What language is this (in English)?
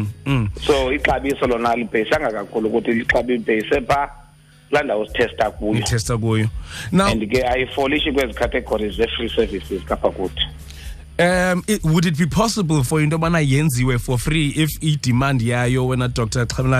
Xhosa